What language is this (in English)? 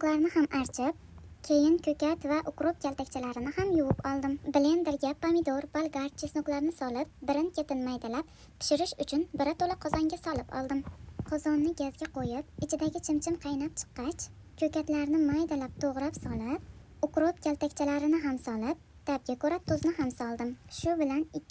Uzbek